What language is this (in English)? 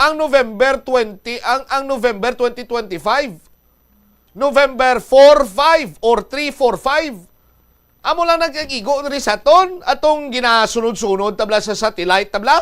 Hiligaynon